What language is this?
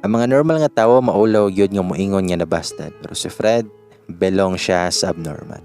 Cebuano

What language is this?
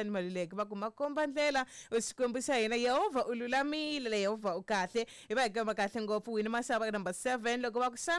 Tsonga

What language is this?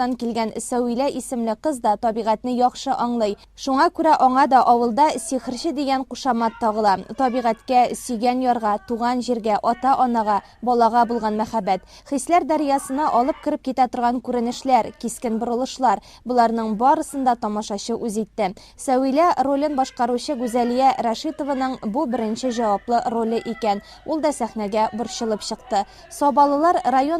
Tatar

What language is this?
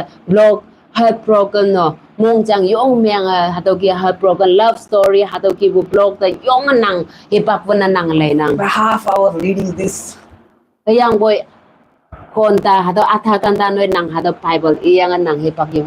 Konyak Naga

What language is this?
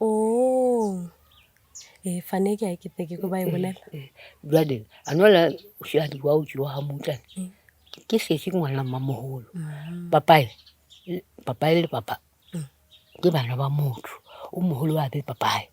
Northern Sotho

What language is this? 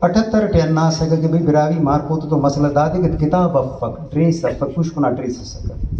Brahui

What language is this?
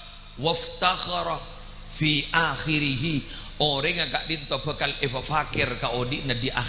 Madurese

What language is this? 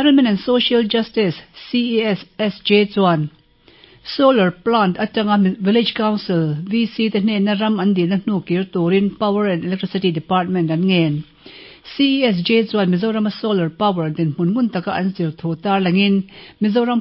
Mizo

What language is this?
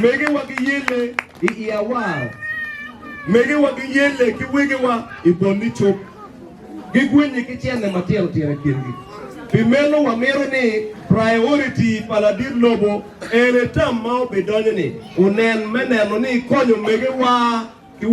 Acoli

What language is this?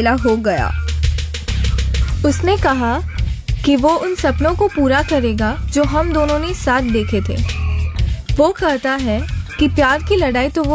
Hindi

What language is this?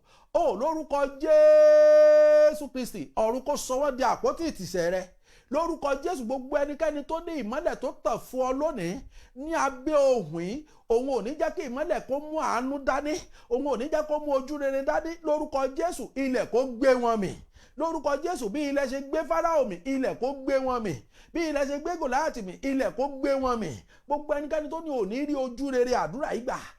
Yoruba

